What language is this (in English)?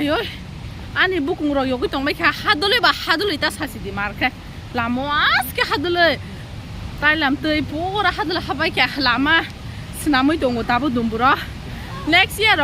Kok Borok